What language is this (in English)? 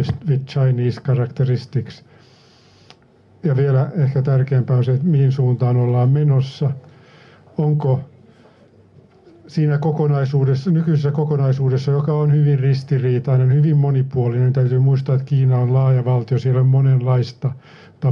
Finnish